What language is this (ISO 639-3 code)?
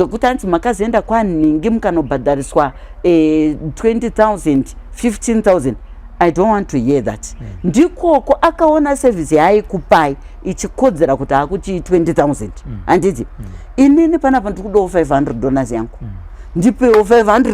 sna